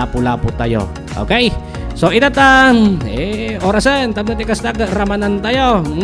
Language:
Iloko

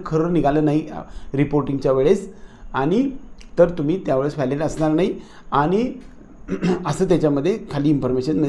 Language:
Marathi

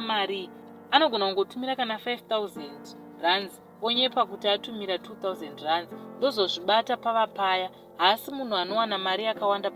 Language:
Shona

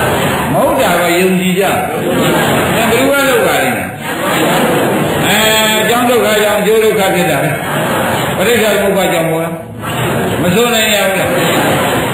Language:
Burmese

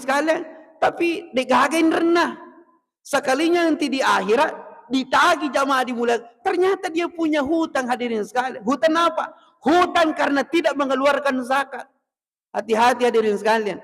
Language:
Buginese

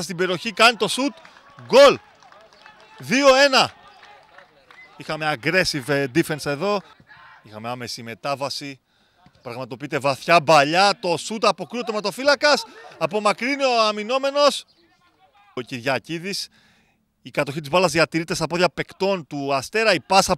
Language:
Greek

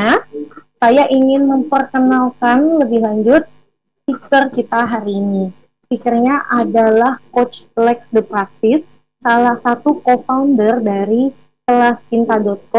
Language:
Indonesian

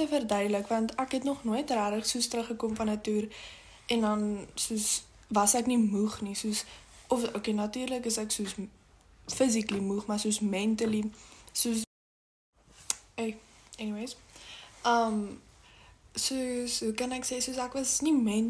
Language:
Afrikaans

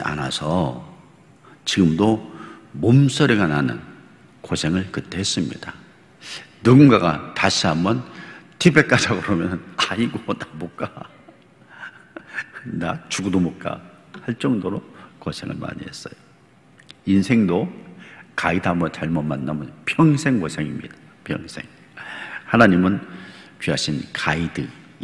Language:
Korean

